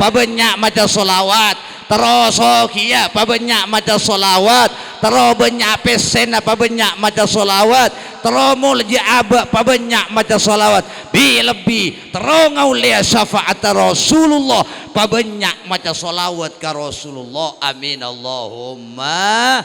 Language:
Madurese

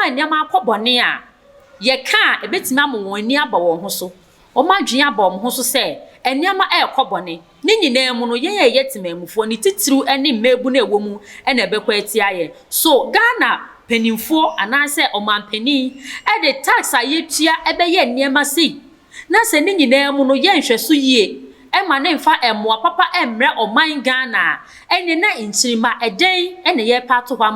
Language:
Akan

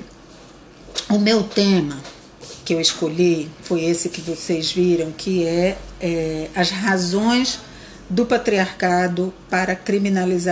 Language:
Portuguese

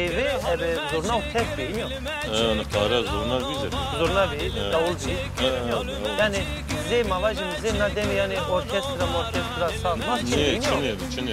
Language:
Zaza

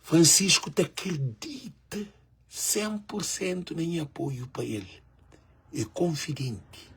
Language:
Kabuverdianu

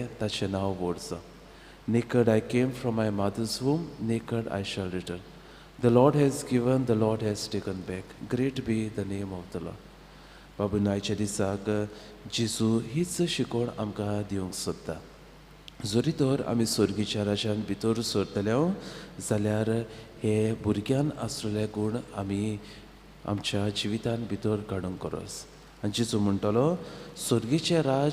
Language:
Konkani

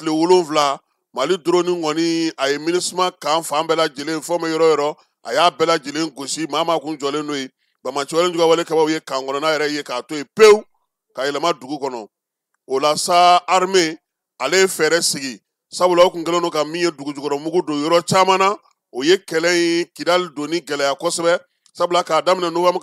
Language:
Bambara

